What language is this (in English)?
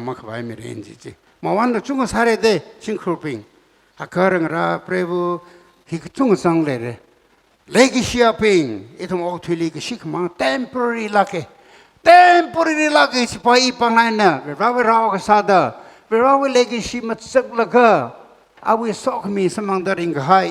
Tangkhul Naga (India)